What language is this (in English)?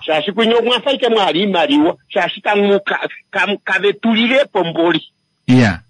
Kuanyama